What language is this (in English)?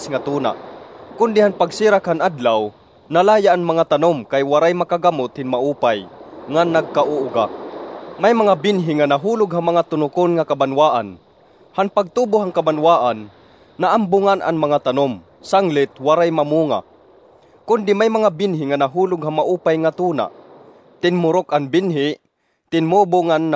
Waray